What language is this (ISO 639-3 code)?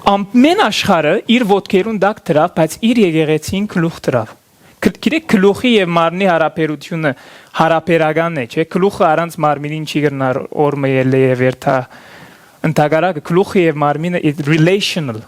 hyw